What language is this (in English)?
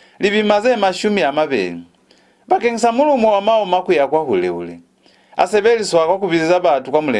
Lozi